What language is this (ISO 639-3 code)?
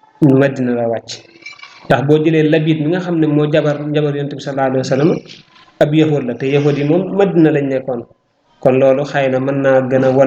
wol